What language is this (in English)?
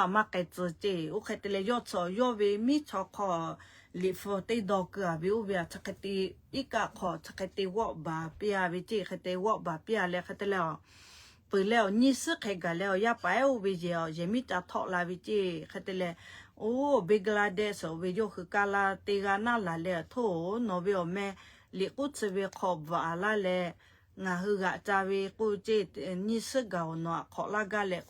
Lahu